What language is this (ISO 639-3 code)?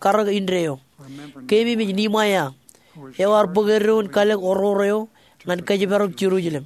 mah